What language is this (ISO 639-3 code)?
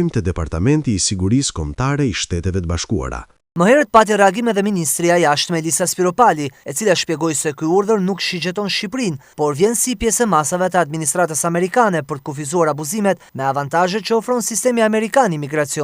sqi